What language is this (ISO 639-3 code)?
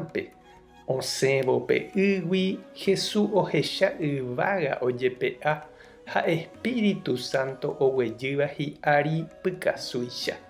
grn